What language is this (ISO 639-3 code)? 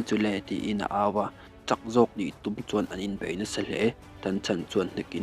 lus